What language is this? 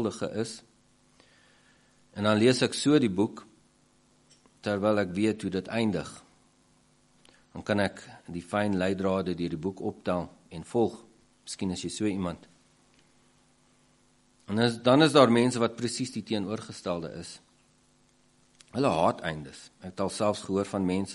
Afrikaans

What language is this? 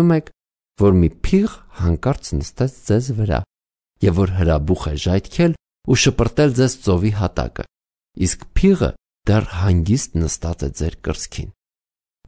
Armenian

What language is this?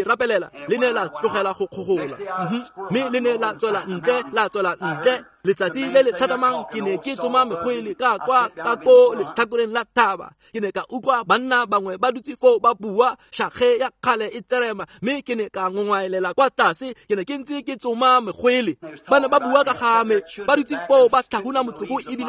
Tswana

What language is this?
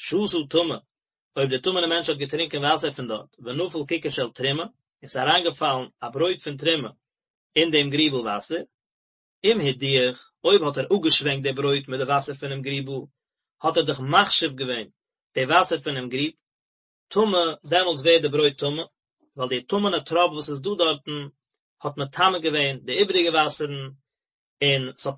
Yiddish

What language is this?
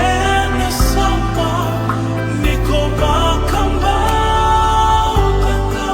Fijian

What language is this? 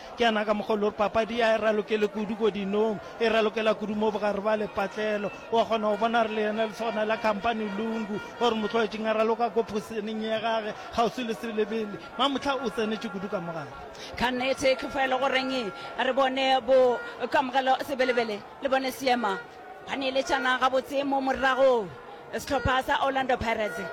Northern Sotho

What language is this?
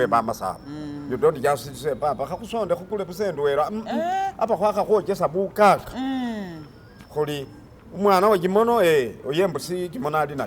Masaaba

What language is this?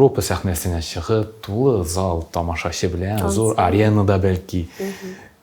Tatar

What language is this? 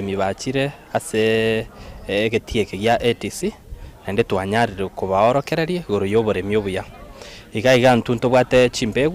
Gusii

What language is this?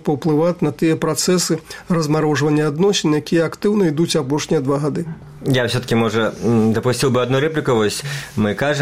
Belarusian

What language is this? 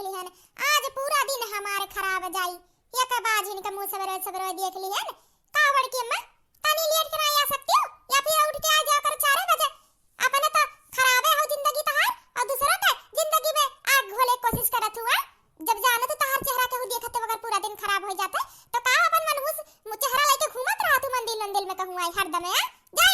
Awadhi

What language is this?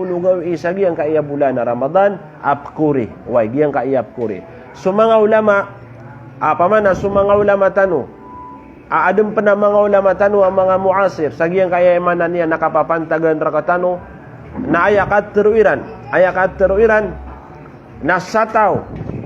Maranao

